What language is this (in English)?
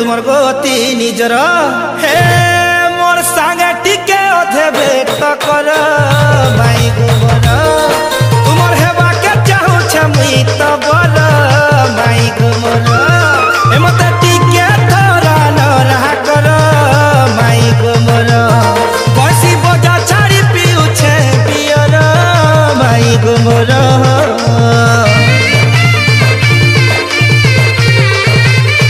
Sambalpuri